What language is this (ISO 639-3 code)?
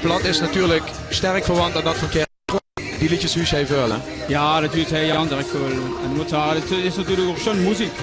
lim